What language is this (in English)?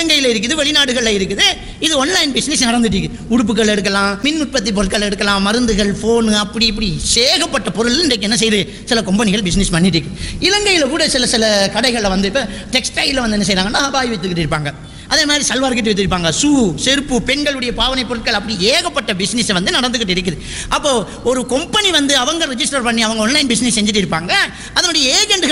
Tamil